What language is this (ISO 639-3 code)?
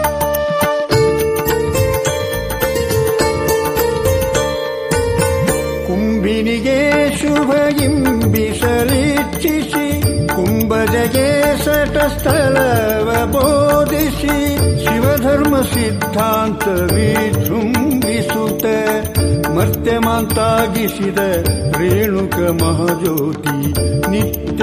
kan